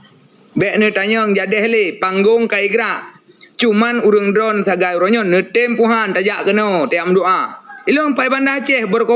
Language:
Achinese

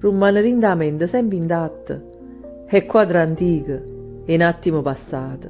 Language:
Neapolitan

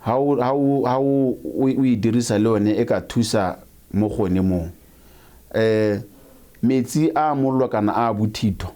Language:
Tswana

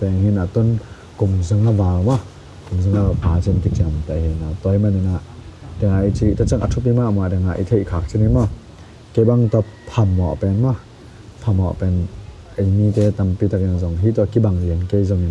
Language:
Tedim Chin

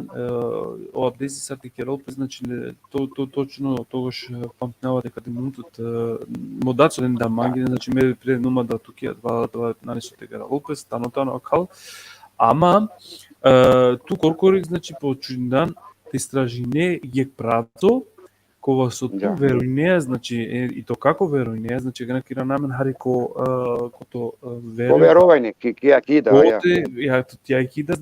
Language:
Balkan Romani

